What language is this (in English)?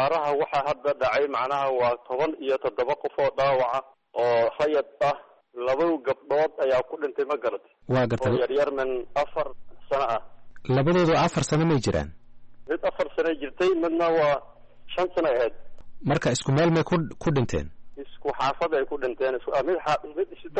Somali